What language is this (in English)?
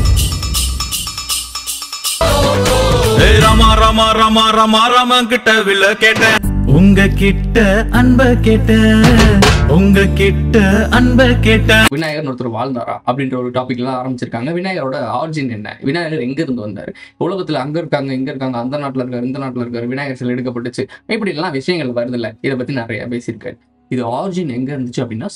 Tamil